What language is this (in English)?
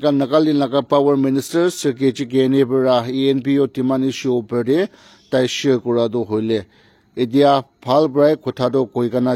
Naga Pidgin